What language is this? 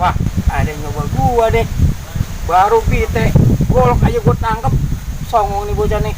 Betawi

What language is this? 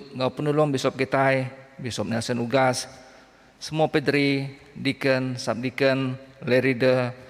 Iban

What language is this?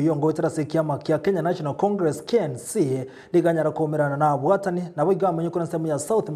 Gusii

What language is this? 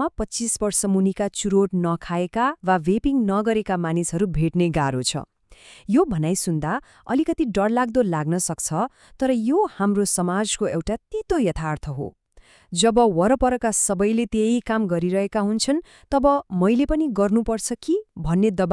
Nepali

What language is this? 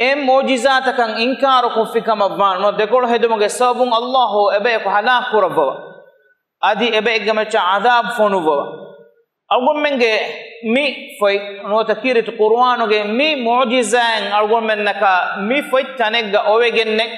Divehi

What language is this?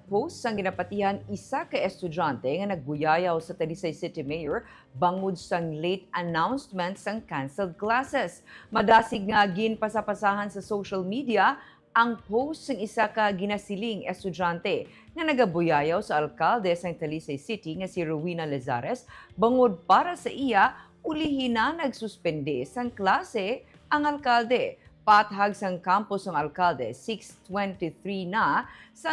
Hiligaynon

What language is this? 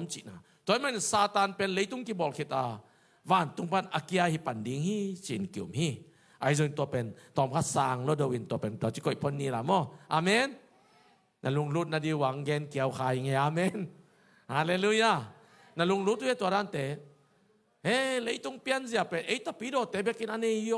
Tedim Chin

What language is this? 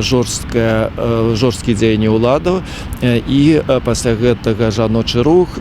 Belarusian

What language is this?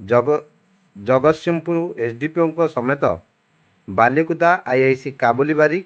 Odia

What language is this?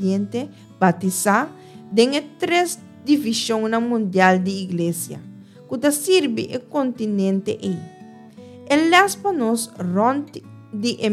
Papiamento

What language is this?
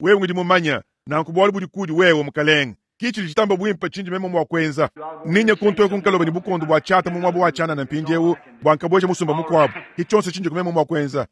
Luba-Lulua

